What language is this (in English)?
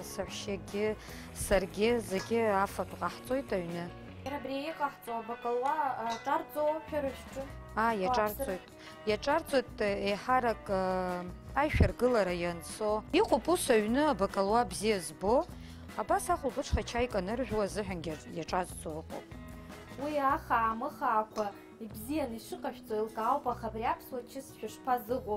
Abkhazian